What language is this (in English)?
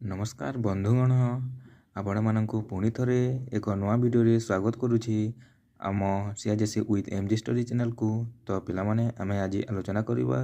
Odia